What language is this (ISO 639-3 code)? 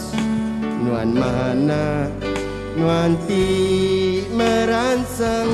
iba